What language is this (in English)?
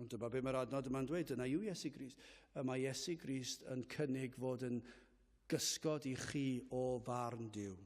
Welsh